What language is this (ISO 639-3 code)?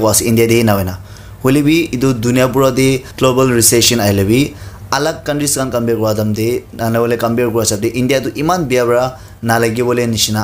nag